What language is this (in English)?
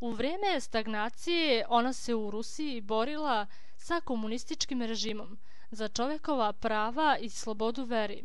Serbian